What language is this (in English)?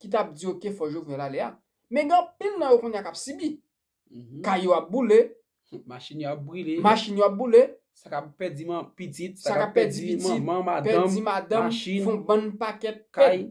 Haitian Creole